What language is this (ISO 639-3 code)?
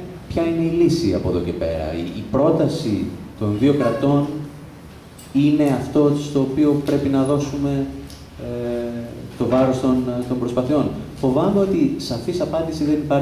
ell